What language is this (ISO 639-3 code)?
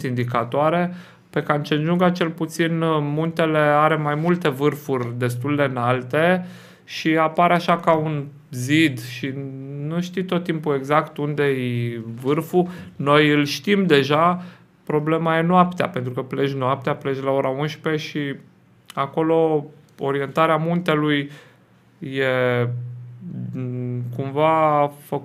ron